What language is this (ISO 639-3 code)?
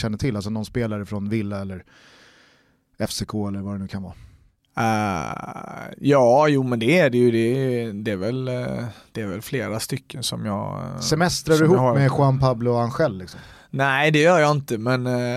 swe